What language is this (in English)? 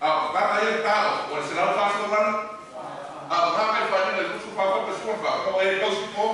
Samoan